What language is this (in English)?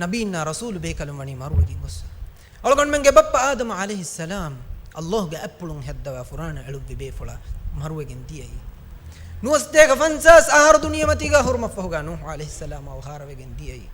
Divehi